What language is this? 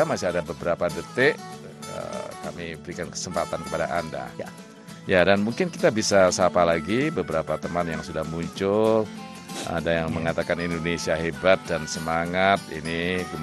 Indonesian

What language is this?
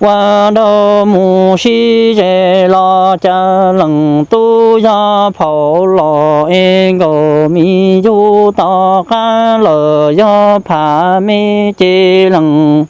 Hmong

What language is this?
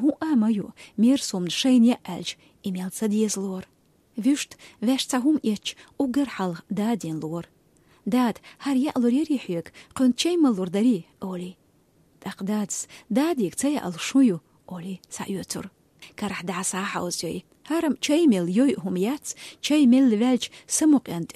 Chechen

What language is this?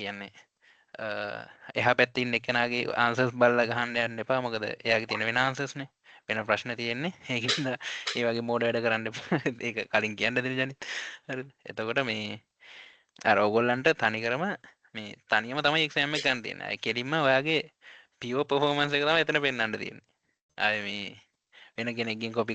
Sinhala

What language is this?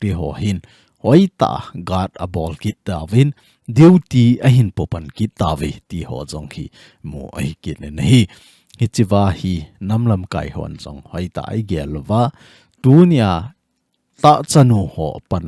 Thado Chin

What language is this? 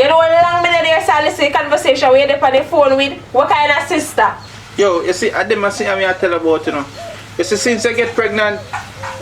Jamaican Creole English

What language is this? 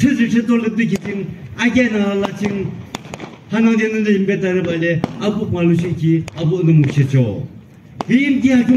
Yimchungru Naga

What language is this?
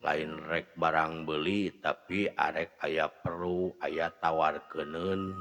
Sundanese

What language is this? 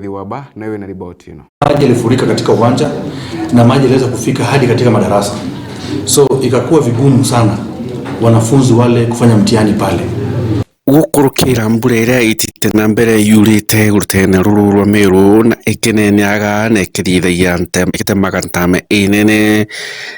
Meru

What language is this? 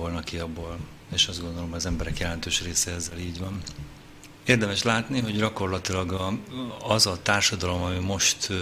Hungarian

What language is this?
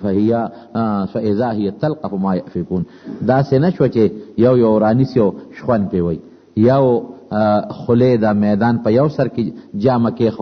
Pashto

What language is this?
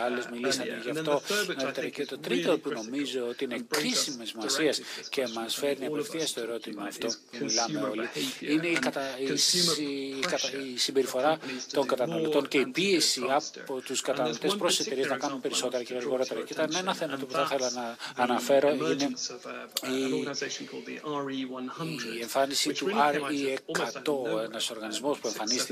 Greek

